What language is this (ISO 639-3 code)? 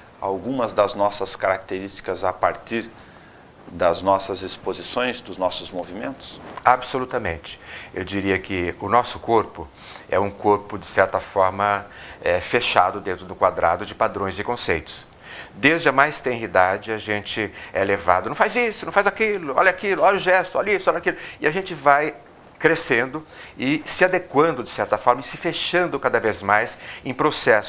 por